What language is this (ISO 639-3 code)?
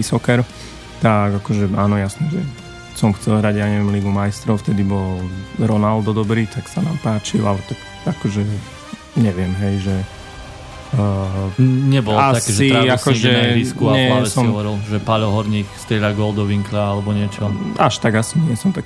slk